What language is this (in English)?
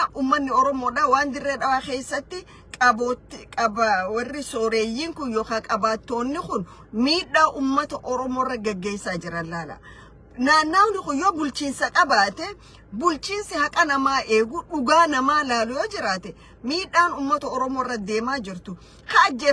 Oromo